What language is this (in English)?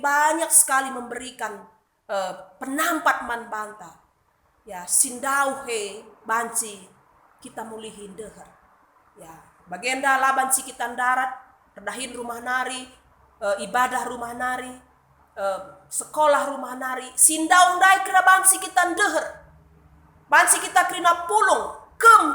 Batak Karo